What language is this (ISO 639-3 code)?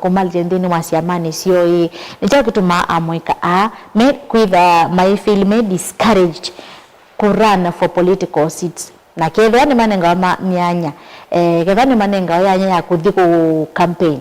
kam